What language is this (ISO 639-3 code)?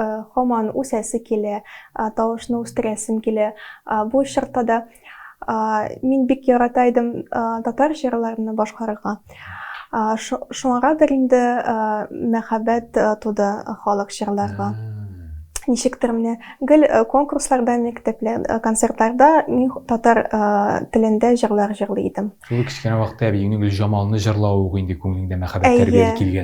tat